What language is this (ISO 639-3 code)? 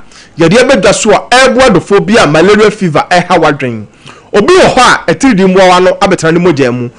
aka